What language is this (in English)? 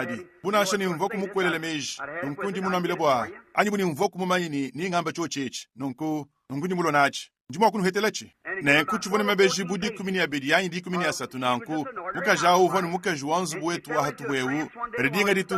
Luba-Lulua